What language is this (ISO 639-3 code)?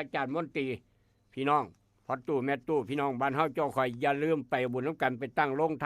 tts